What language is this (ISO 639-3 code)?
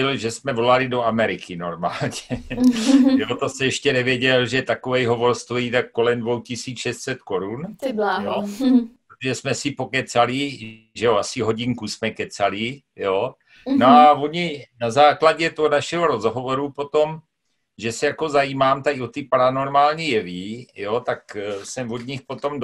ces